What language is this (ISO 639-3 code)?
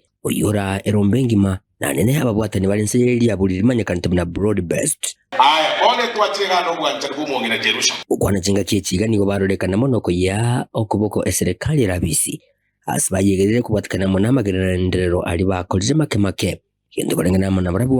guz